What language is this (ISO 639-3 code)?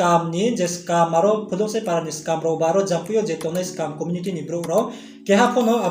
ria